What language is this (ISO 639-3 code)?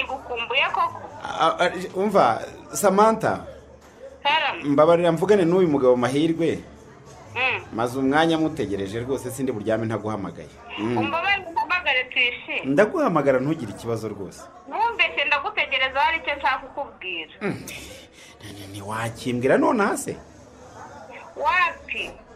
kin